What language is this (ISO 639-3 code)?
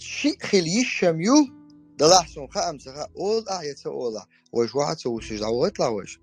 che